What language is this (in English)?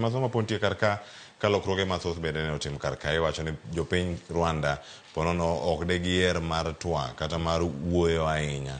Luo (Kenya and Tanzania)